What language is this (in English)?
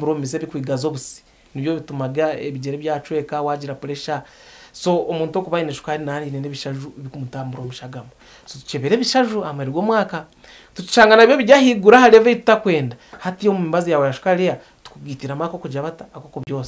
Nyankole